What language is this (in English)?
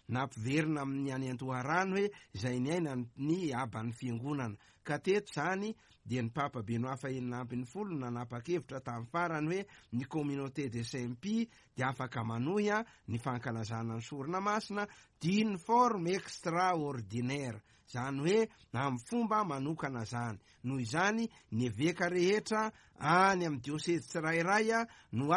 Malagasy